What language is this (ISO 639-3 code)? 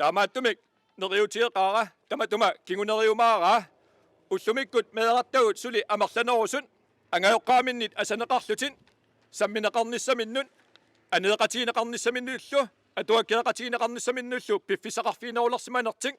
kal